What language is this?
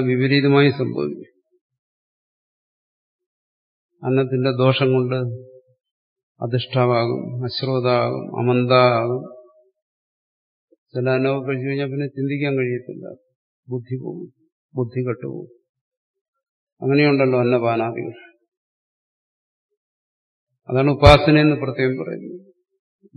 Malayalam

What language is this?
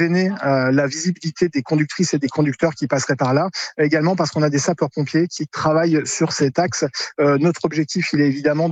French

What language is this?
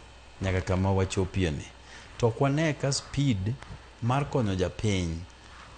Luo (Kenya and Tanzania)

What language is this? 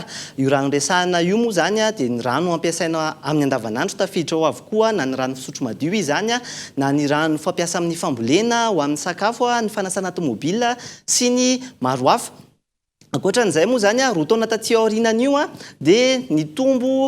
Malagasy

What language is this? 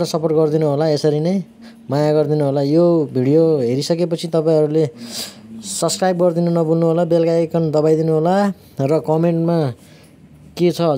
Nepali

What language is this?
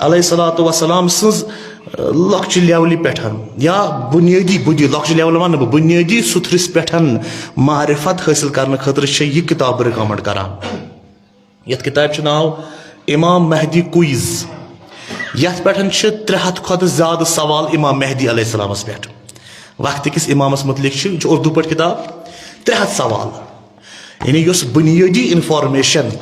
Kashmiri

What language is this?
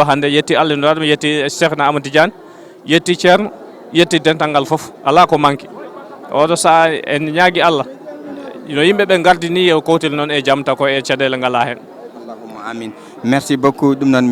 Fula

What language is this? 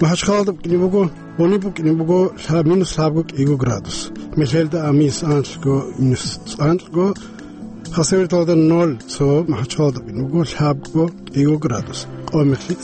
Avaric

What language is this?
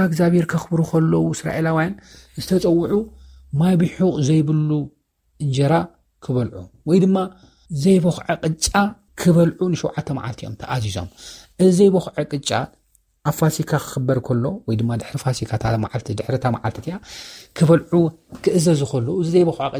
Tigrinya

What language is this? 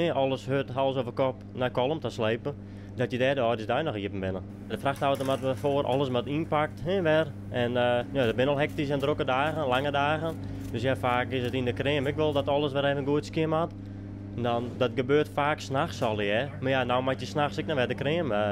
Western Frisian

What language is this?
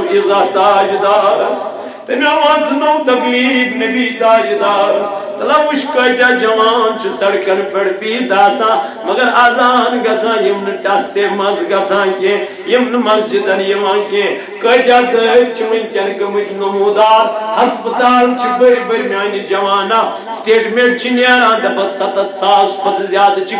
Kashmiri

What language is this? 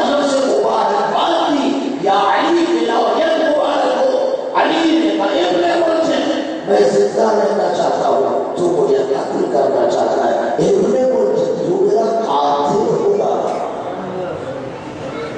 Urdu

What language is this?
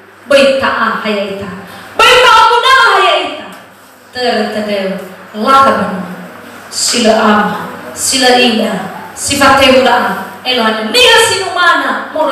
Nias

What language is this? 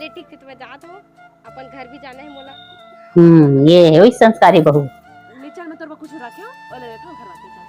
Chhattisgarhi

